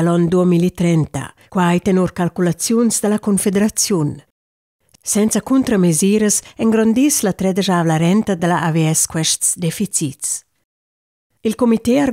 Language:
Romansh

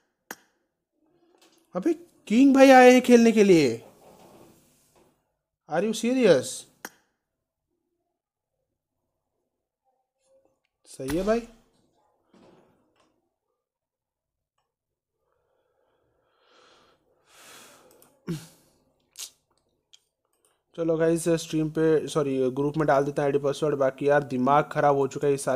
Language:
Hindi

